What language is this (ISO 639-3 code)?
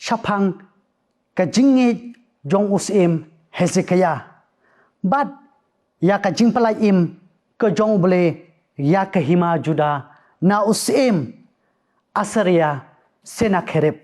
kha